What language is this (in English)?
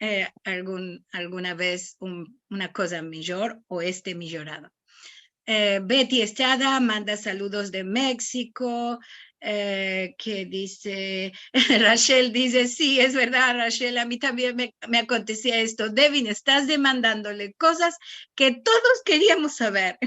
Ladino